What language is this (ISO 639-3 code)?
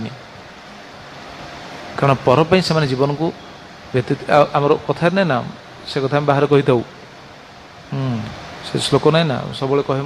ori